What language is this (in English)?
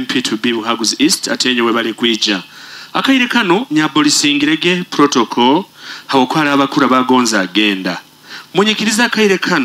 Nyoro